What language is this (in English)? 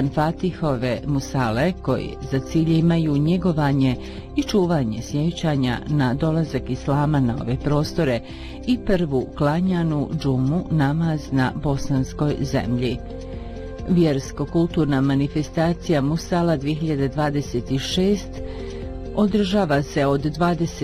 Bosnian